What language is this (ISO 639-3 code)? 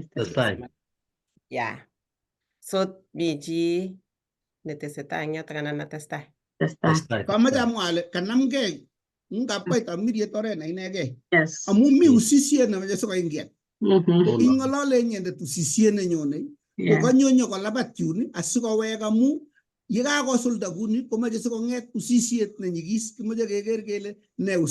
kln